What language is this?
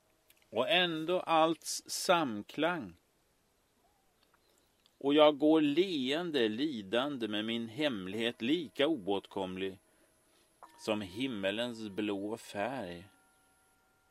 Swedish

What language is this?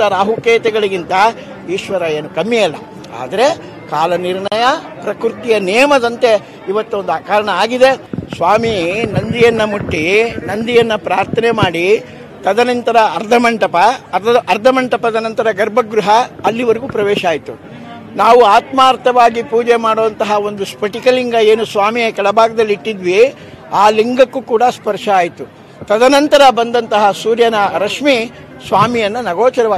Kannada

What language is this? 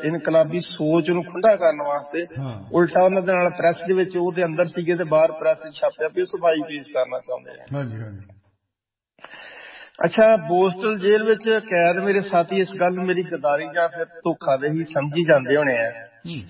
Punjabi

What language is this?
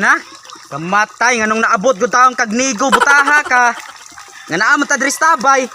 Cebuano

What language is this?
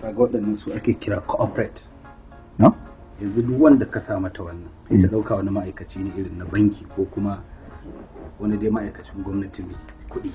Hausa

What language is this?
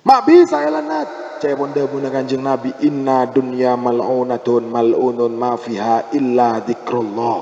Madurese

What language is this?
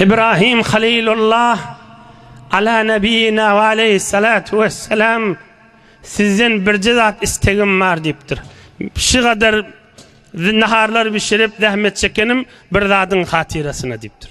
Turkmen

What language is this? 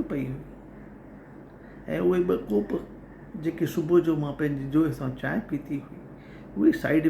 Sindhi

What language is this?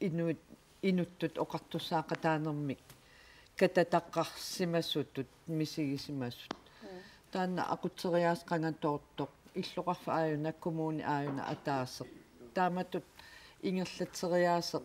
Kalaallisut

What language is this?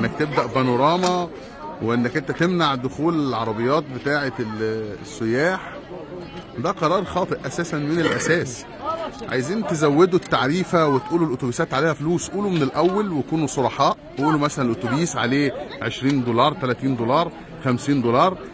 Egyptian Arabic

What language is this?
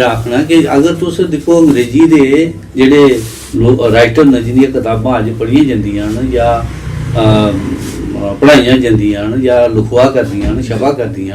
Dogri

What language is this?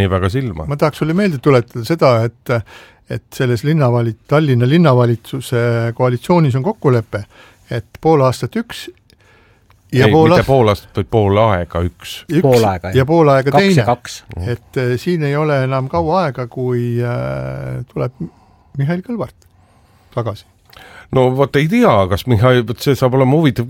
Estonian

